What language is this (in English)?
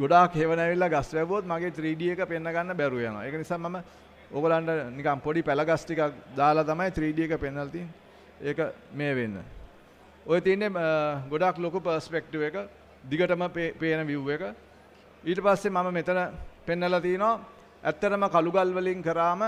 Sinhala